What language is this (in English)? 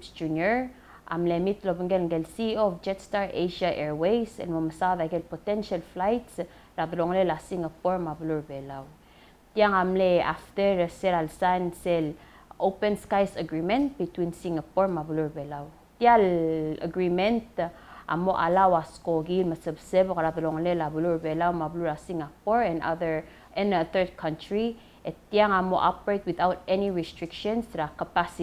Palauan